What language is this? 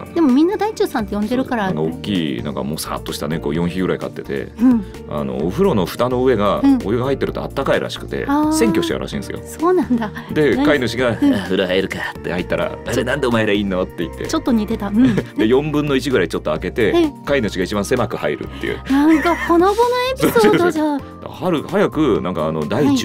Japanese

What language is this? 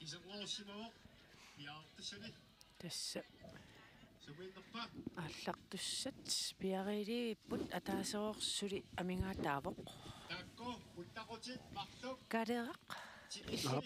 Kalaallisut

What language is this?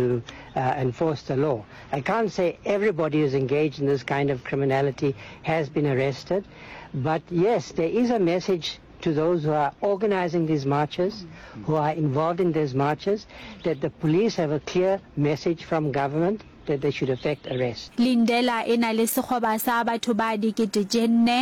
Northern Sotho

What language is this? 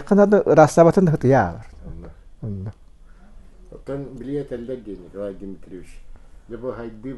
Yakut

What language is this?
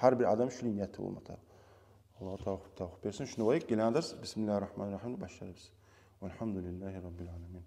Kumyk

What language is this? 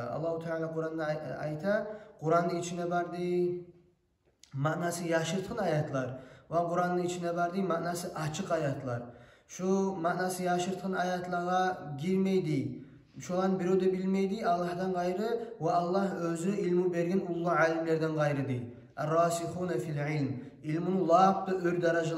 Kumyk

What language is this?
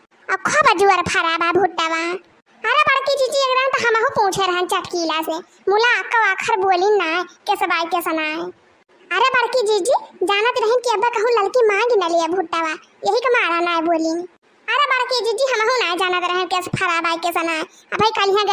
Awadhi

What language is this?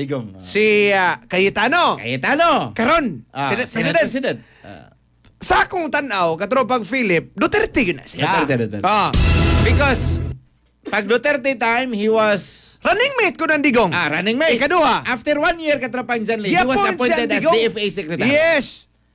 Cebuano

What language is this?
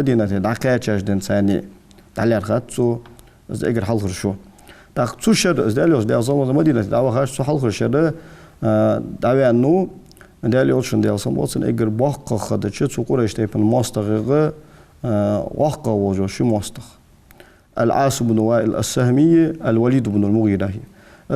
Ingush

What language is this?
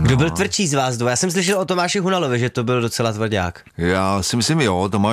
Czech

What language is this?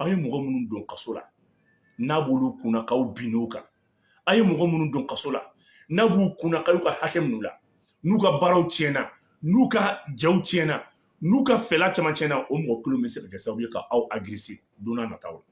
Bambara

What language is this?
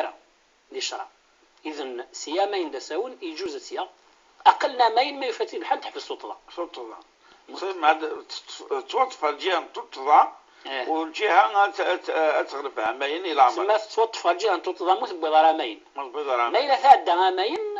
Kabyle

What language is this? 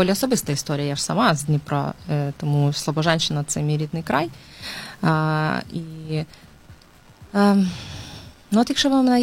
Ukrainian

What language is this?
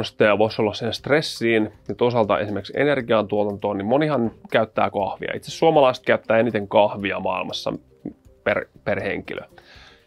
Finnish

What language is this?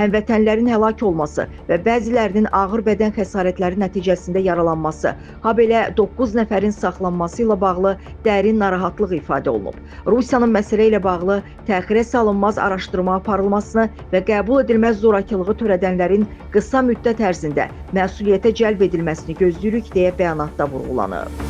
Azerbaijani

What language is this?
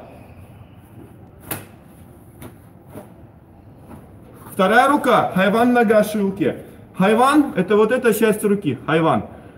Russian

